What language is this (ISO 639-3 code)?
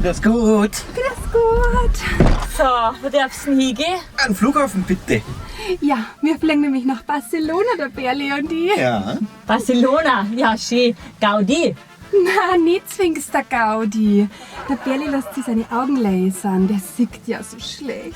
bar